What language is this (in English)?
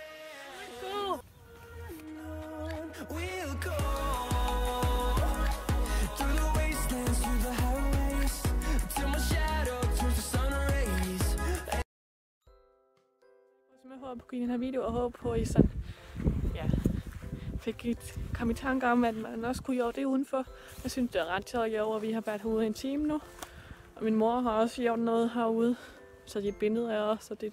Danish